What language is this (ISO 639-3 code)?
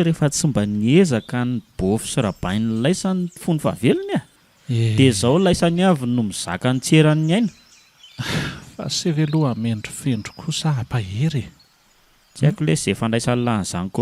mlg